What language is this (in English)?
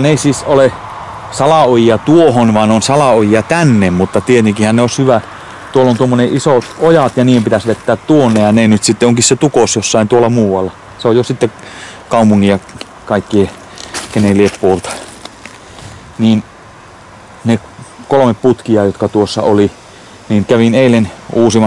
Finnish